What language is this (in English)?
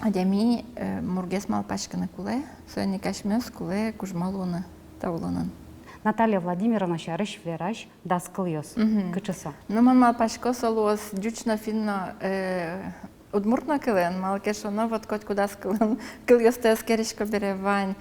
Udmurt